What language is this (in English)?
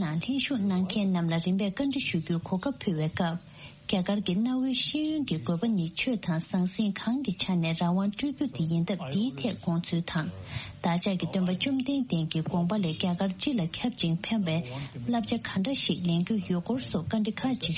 Tibetan